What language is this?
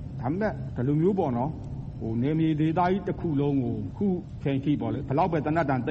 Burmese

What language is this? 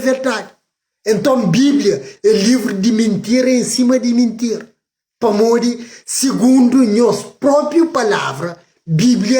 Kabuverdianu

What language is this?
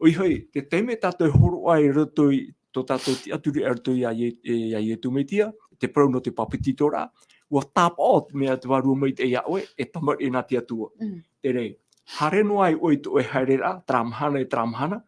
Tahitian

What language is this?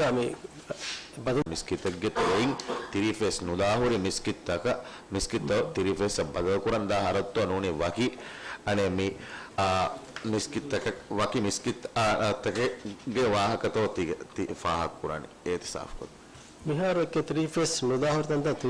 Divehi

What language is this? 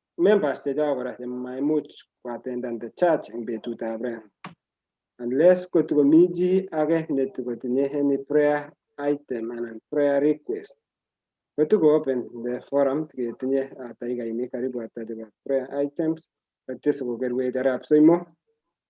Kalenjin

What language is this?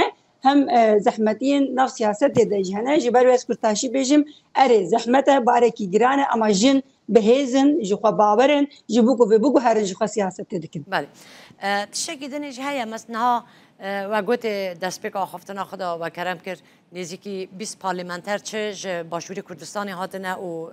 Kurdish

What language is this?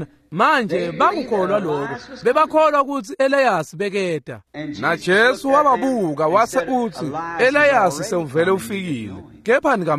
Swati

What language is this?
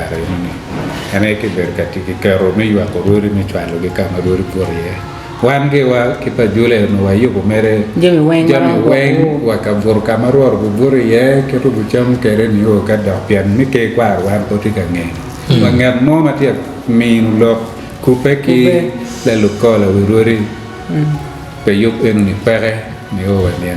Acoli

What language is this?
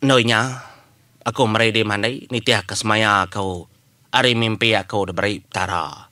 Iban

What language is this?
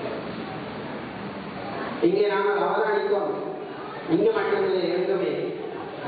Tamil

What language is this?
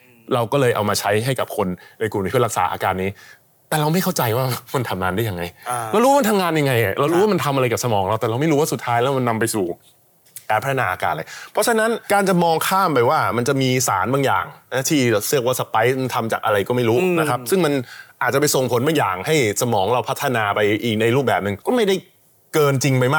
Thai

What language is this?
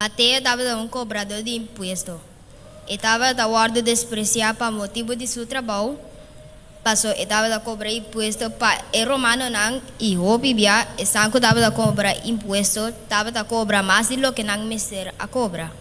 Papiamento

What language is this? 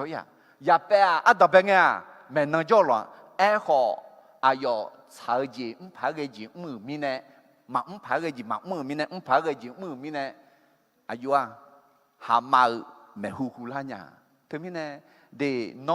Akha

